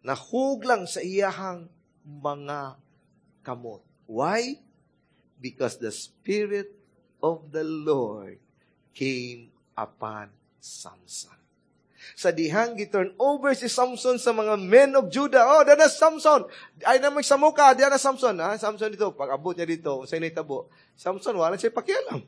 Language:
Cebuano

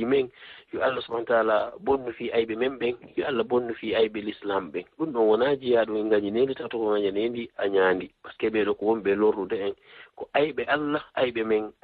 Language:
Fula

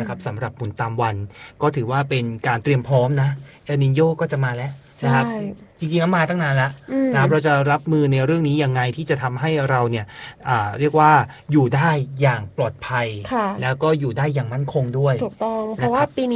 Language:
Thai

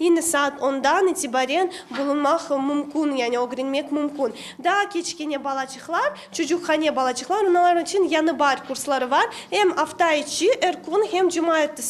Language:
Crimean Tatar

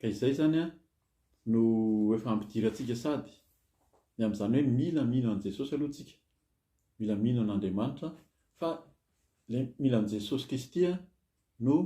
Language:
Malagasy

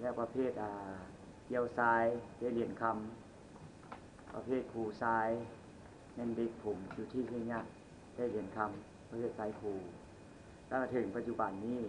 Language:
Lao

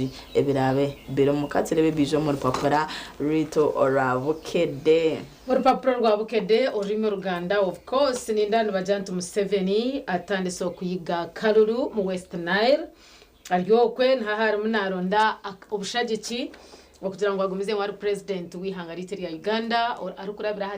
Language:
Nyankole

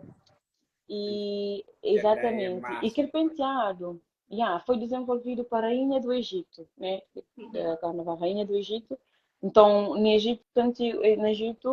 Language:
Kabuverdianu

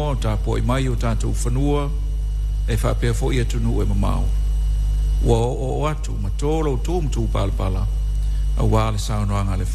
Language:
Samoan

